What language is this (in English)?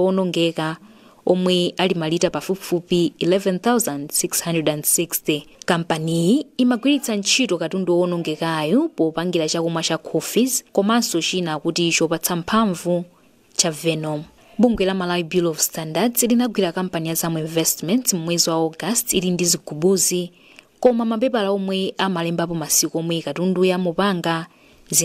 Nyanja